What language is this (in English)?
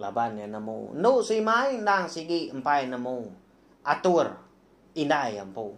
Iban